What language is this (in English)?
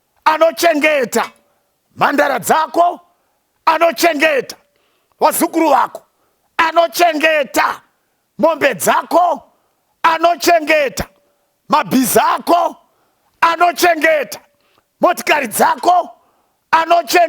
Shona